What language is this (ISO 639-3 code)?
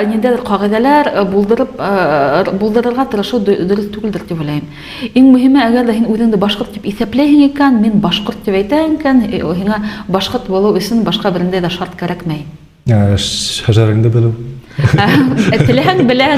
bak